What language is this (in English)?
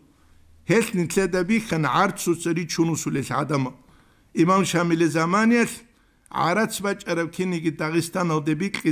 Avaric